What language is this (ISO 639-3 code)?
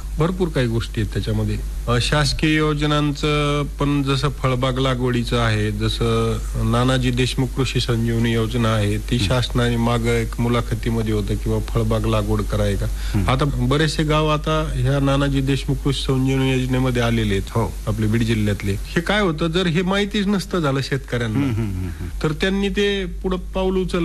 mar